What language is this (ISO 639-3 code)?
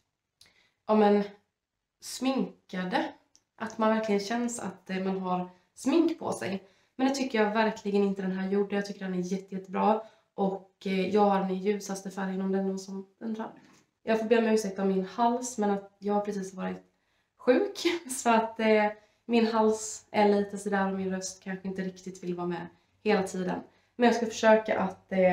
swe